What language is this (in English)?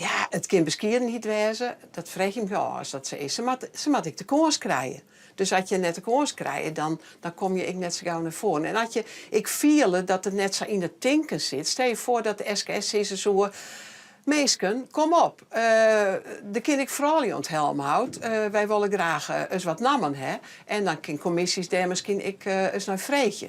Western Frisian